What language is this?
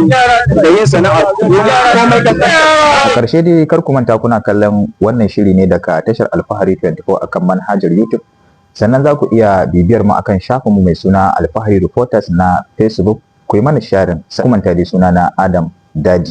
Hausa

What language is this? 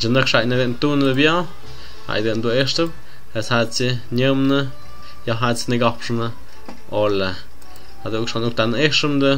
Tlahuitoltepec Mixe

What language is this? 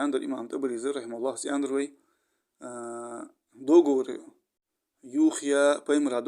Ingush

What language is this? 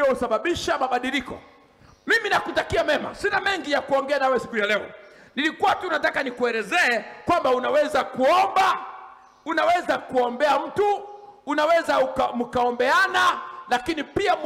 Swahili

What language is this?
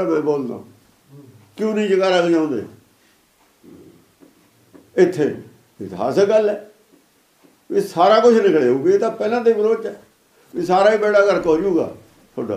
Punjabi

